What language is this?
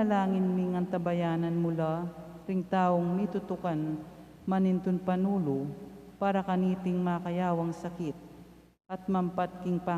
Pampanga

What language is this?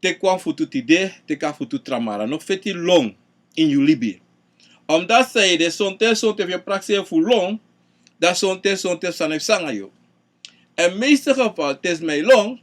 Sranan Tongo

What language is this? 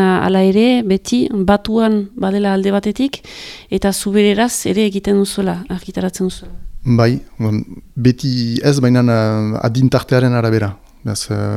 Basque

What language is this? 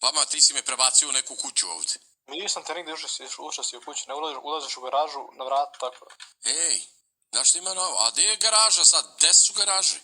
Bosnian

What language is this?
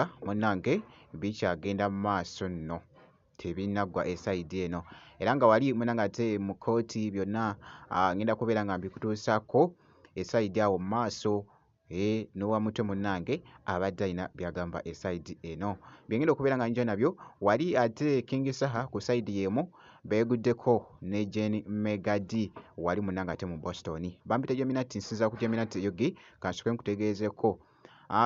Ganda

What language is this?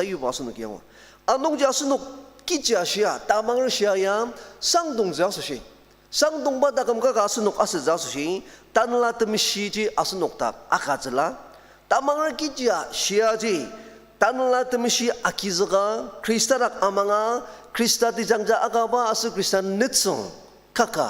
Ao Naga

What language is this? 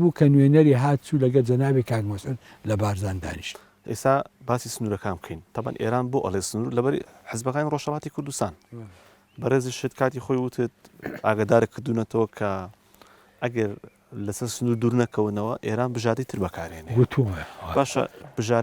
Central Kurdish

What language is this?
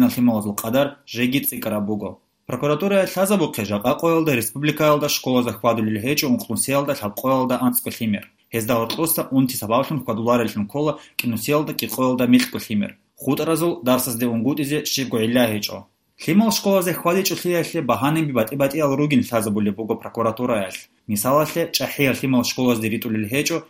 Avaric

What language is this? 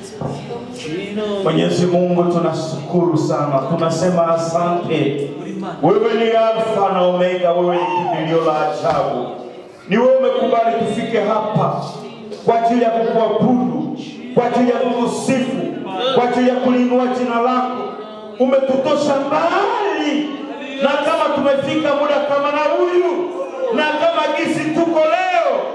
Swahili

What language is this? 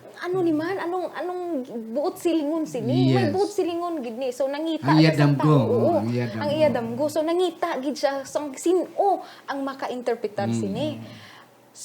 Hiligaynon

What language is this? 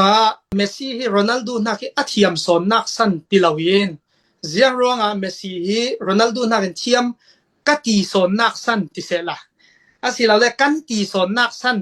Falam Chin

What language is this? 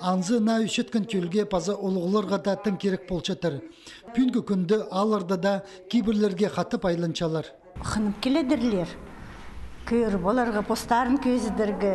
Khakas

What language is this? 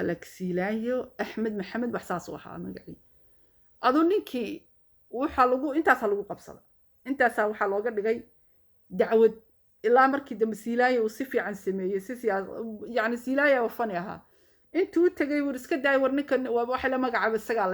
Somali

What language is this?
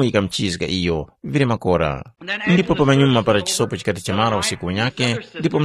Tumbuka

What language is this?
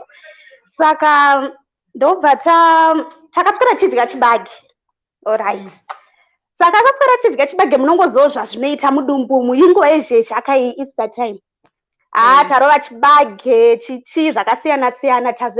Shona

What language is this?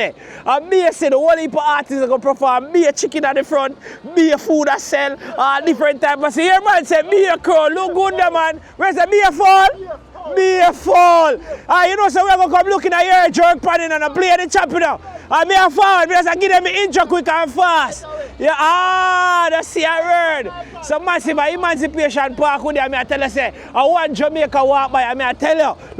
Jamaican Creole English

